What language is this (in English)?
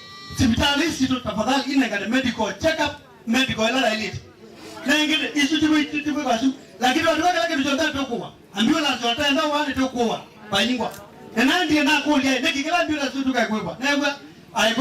Kamba